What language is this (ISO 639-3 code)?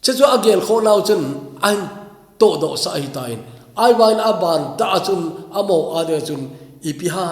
tcz